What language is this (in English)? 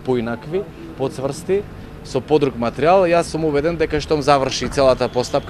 Macedonian